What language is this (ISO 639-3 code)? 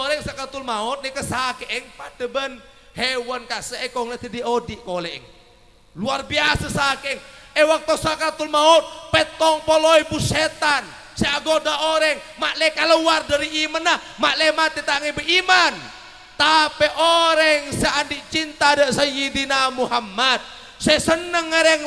mad